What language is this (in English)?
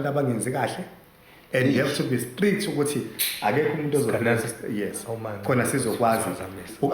Zulu